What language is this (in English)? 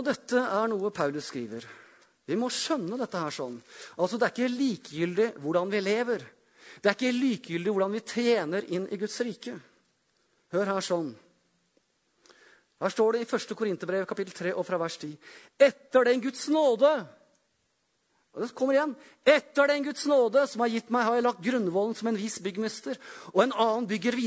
Norwegian